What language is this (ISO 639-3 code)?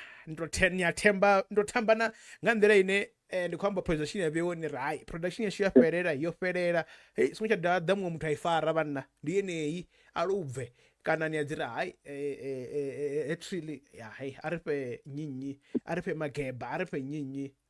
ven